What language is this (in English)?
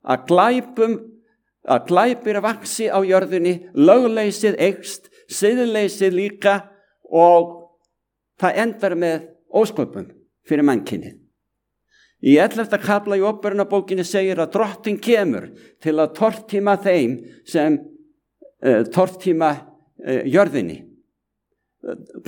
Icelandic